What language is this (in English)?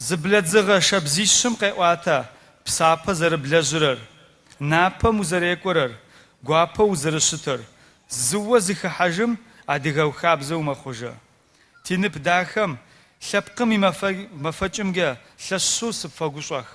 Adyghe